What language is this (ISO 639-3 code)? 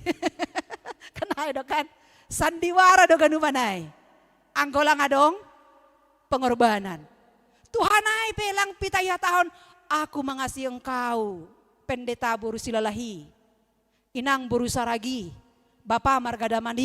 bts